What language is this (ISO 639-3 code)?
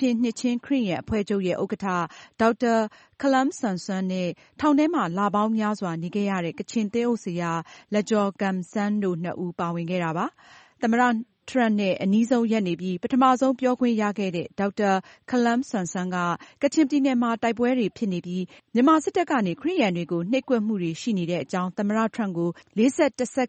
mya